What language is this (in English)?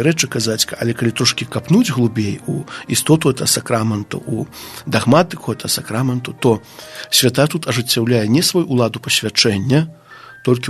Belarusian